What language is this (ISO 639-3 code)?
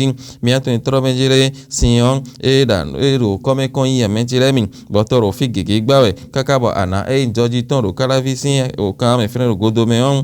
fon